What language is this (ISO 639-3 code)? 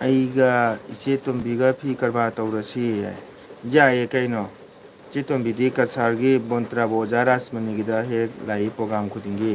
mni